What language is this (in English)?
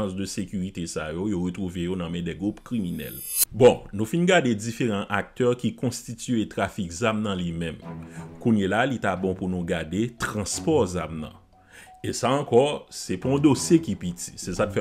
Haitian Creole